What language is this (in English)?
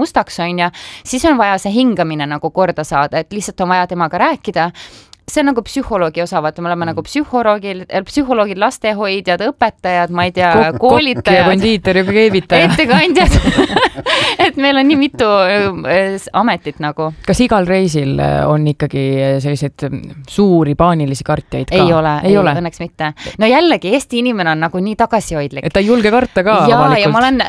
Estonian